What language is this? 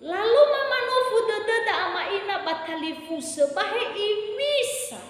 Nias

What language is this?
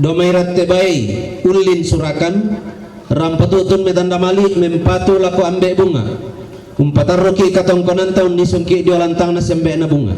Toraja-Sa'dan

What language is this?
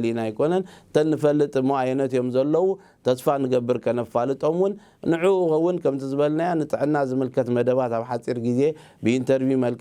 Tigrinya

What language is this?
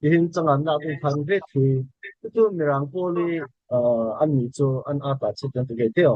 Falam Chin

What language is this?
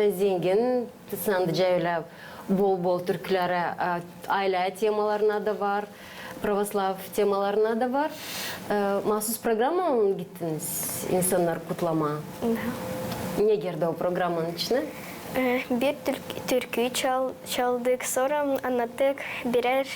Gagauz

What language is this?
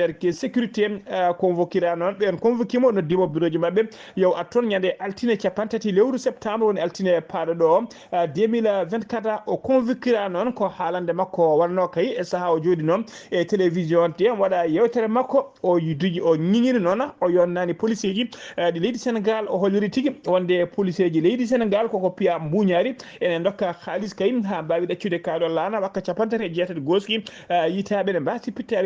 Fula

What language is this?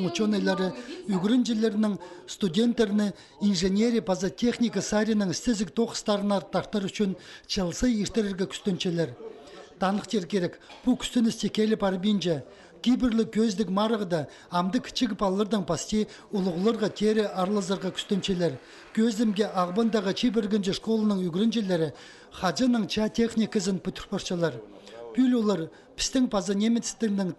Khakas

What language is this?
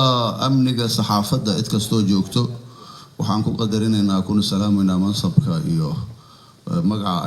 Somali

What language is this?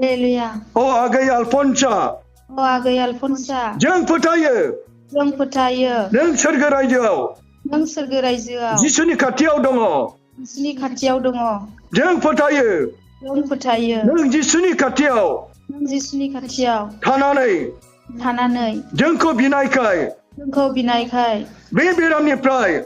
Bodo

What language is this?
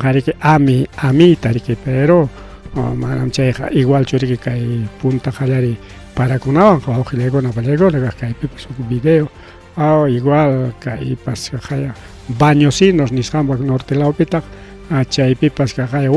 Ayacucho Quechua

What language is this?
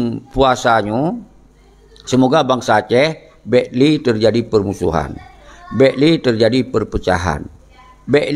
Achinese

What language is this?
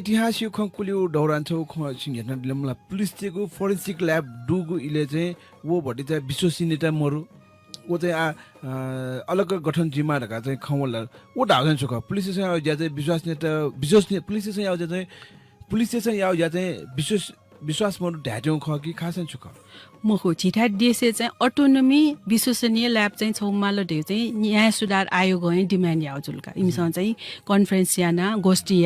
Newari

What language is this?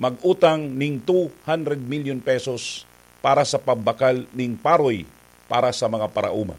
Bikol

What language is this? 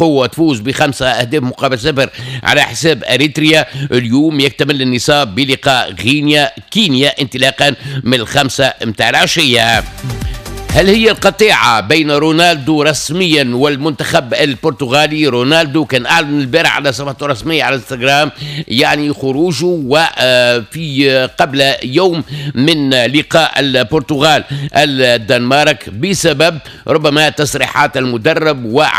Tunisian Arabic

